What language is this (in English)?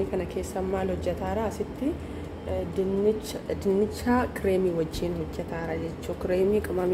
Oromo